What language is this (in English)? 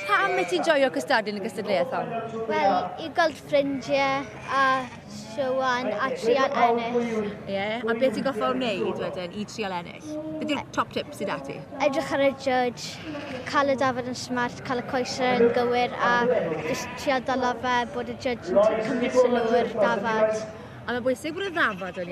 Welsh